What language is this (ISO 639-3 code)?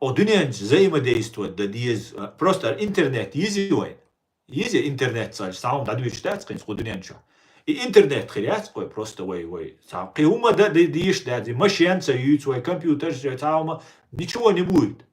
che